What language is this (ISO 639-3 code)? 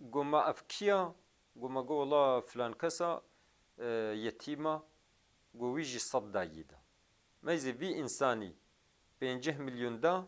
kur